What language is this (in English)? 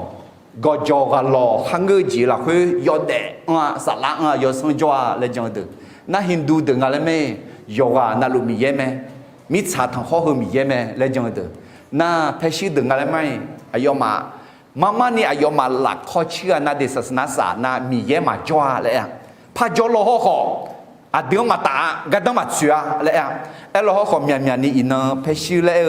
Akha